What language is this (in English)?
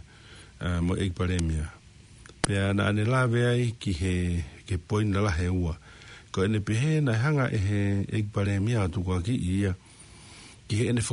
Tongan